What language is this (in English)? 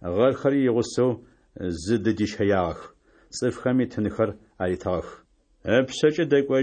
Adyghe